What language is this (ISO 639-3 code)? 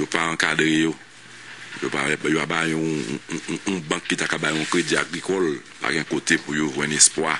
hat